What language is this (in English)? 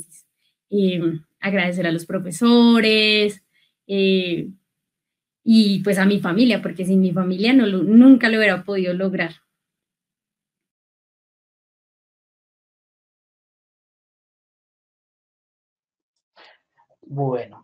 Spanish